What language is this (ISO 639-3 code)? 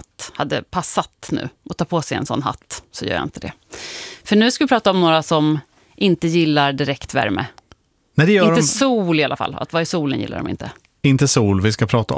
swe